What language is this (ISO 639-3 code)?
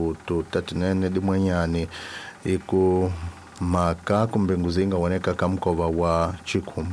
tso